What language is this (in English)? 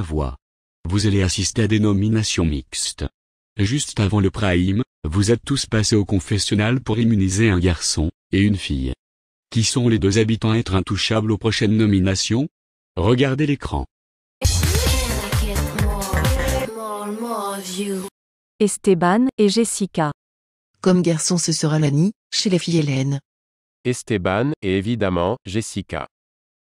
French